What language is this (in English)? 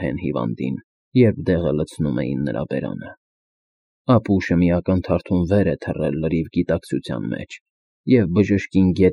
Armenian